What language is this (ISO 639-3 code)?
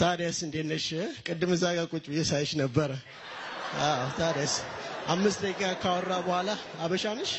amh